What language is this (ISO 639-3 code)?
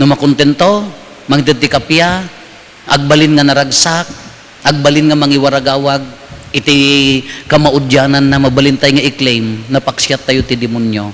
ilo